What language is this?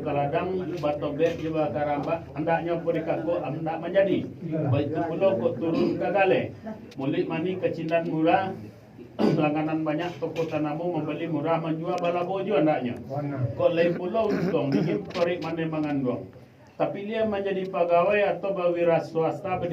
Minangkabau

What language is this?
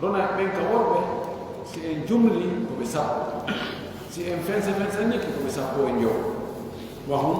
Pular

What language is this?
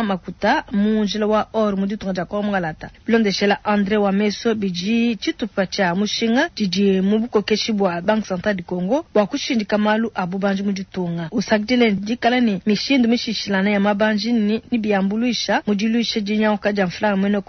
Luba-Lulua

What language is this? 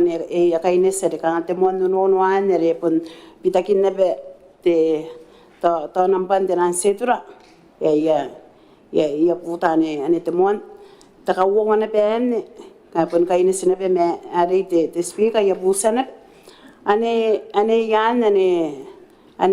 Gilbertese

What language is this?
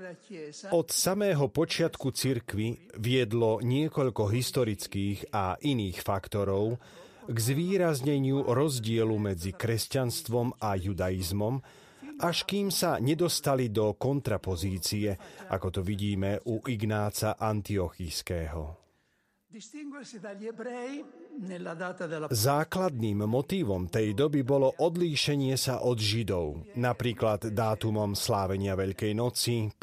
Slovak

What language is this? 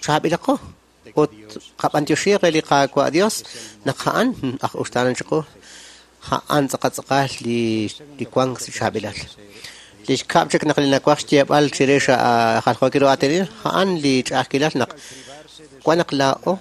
Kekchí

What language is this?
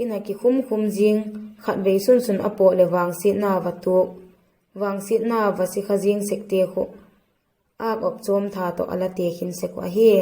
Vaiphei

